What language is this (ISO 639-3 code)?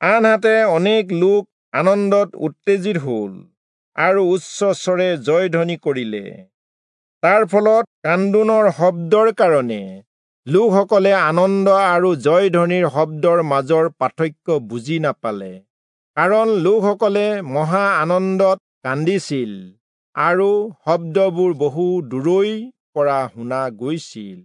asm